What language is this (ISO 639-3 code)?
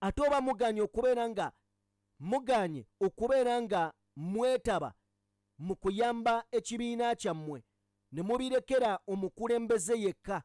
lug